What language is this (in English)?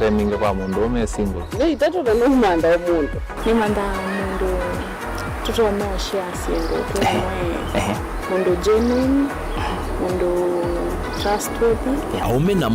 Kamba